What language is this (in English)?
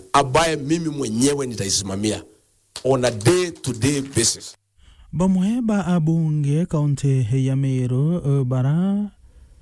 Meru